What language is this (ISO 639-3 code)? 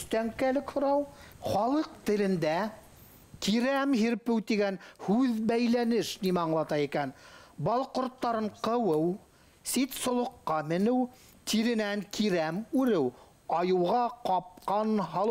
bak